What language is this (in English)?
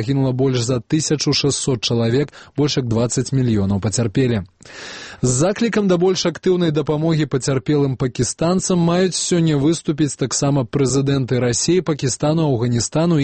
Belarusian